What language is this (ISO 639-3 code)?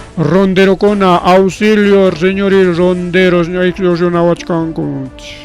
quy